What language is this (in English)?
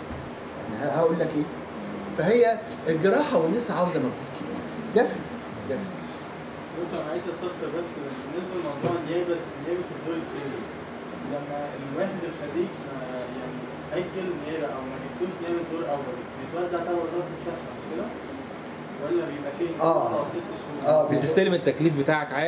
Egyptian Arabic